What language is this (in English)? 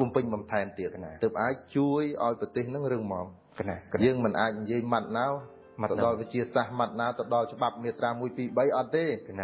Khmer